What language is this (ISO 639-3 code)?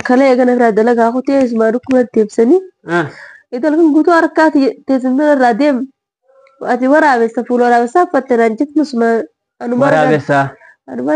orm